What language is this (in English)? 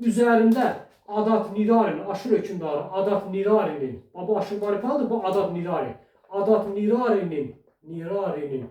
Azerbaijani